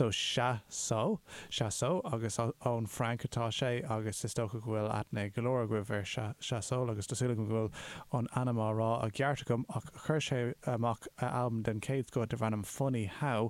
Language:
Irish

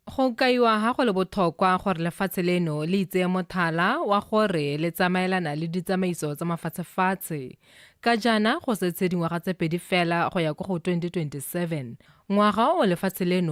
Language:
Tswana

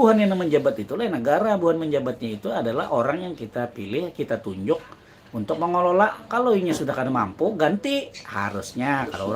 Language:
Banjar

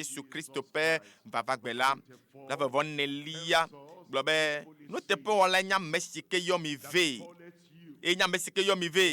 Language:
Ewe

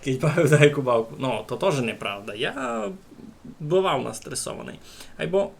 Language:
Rusyn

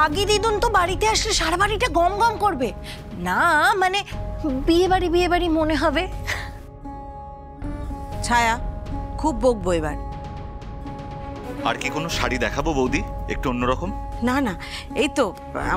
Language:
Bangla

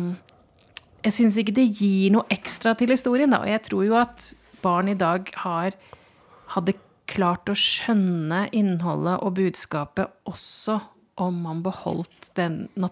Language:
Norwegian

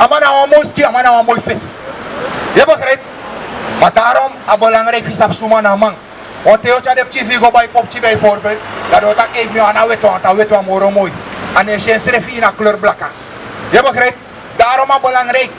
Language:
Sranan Tongo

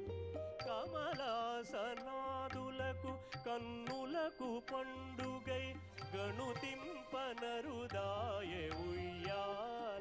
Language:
Telugu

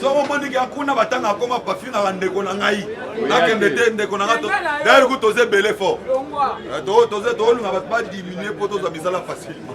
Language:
Lingala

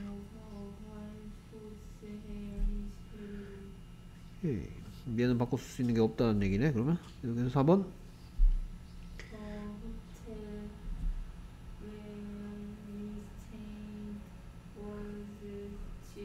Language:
Korean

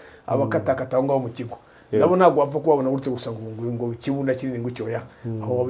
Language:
Kinyarwanda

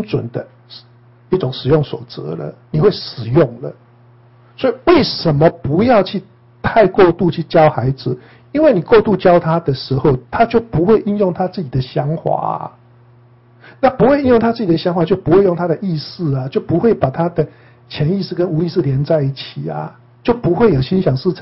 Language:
Chinese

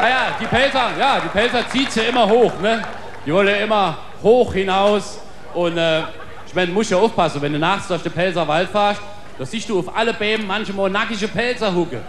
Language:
Palatine German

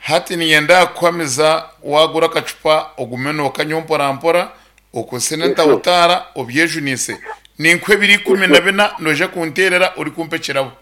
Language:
Nyankole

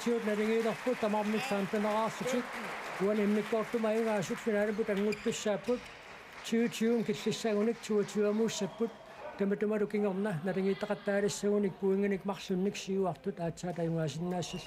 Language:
Kalaallisut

